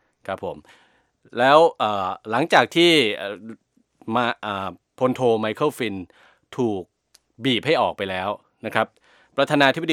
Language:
Thai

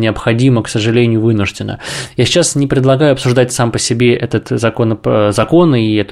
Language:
Russian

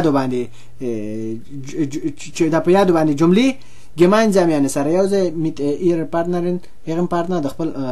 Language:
Pashto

